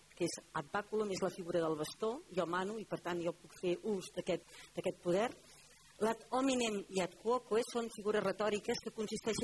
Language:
Catalan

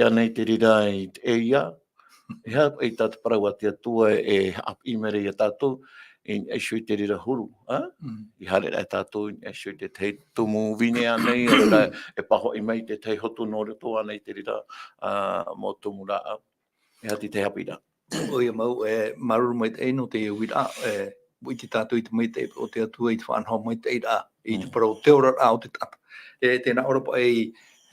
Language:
Tahitian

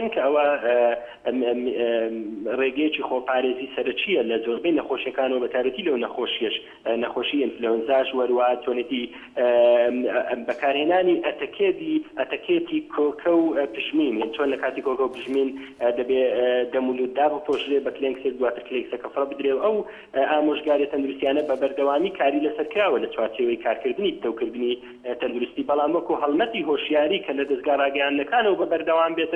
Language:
Central Kurdish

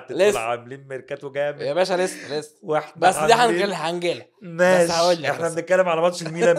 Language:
Egyptian Arabic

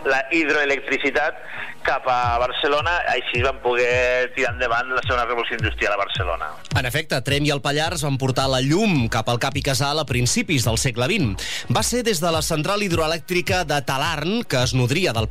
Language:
Catalan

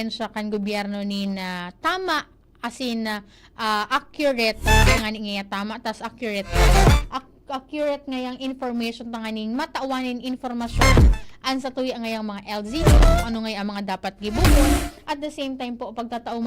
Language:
Bikol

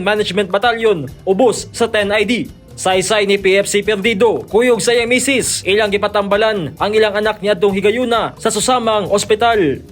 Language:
Cebuano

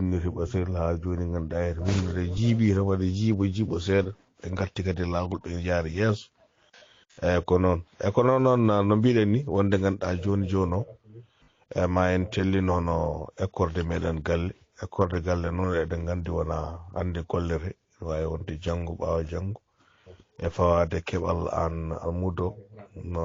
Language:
Fula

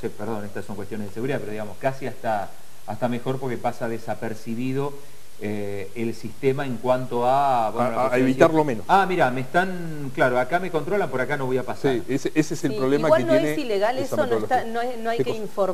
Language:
Spanish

